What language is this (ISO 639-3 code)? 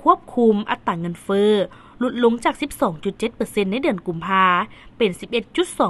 lao